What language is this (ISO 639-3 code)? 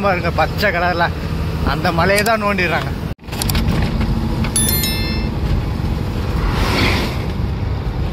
tam